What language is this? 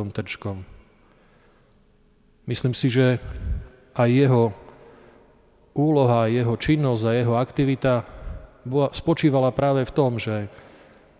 Slovak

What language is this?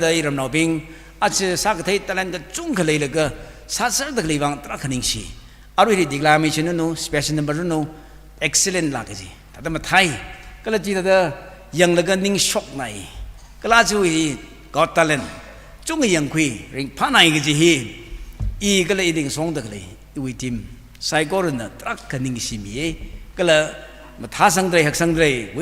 Tangkhul Naga (India)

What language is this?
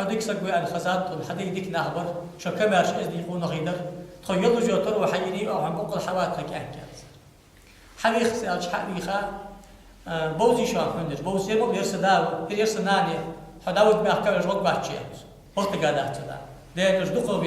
Ingush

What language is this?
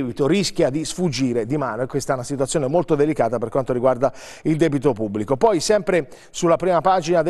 Italian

